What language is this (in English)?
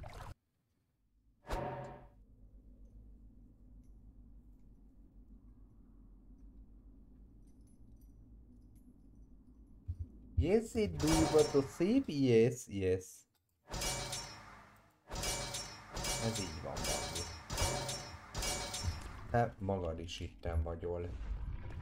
Hungarian